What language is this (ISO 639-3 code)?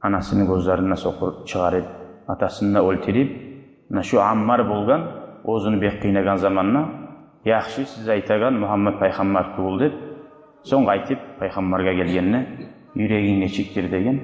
kum